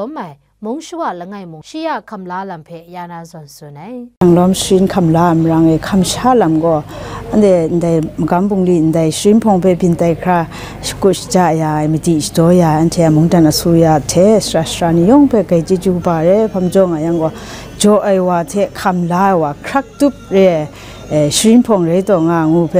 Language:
Kachin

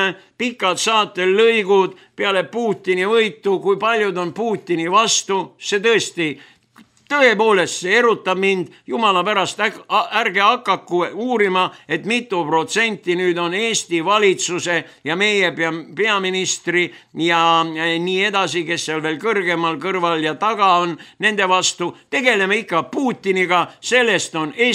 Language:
Estonian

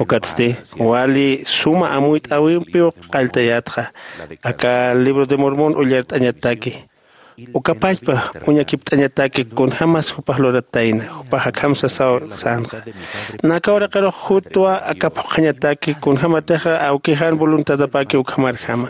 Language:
Aymara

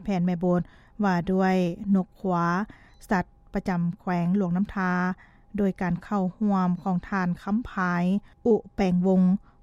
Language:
Lao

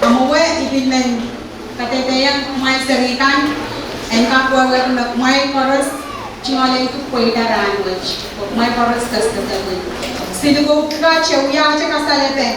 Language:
Pohnpeian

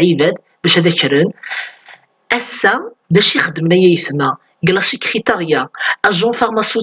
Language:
Kabyle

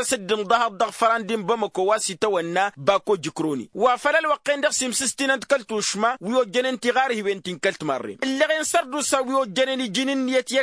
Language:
Tamasheq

